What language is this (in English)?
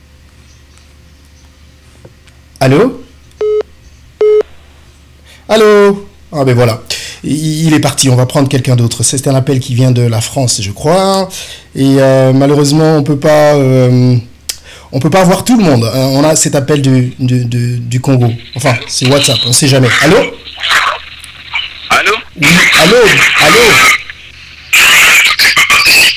French